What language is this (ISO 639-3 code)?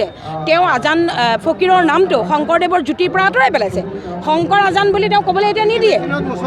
asm